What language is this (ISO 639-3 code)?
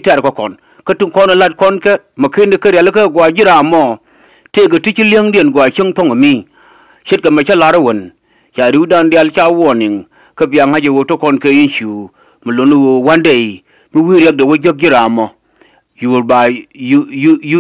nus